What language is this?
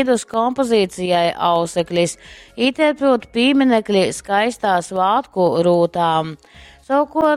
Latgalian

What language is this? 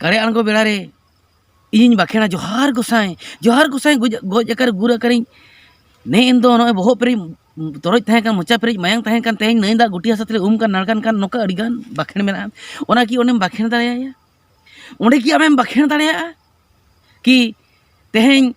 Santali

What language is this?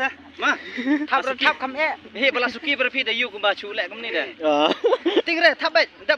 Khasi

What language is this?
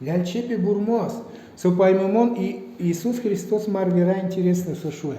Udmurt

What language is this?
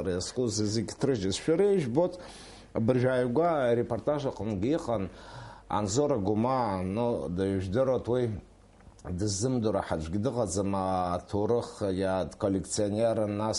Abkhazian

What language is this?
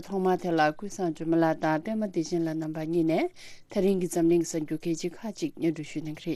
Tibetan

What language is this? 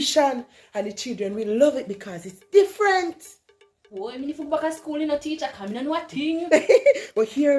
Jamaican Creole English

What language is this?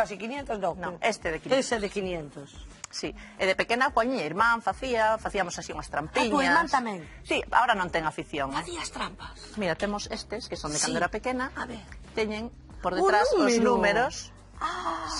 Galician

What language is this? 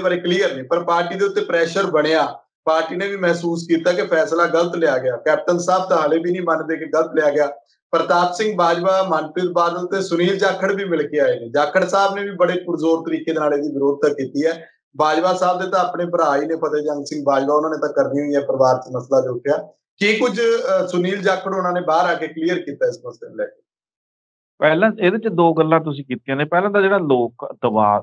Punjabi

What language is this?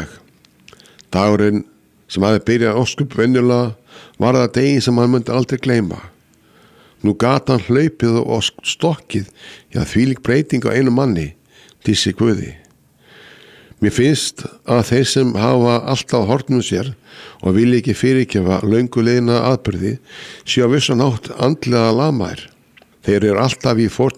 Icelandic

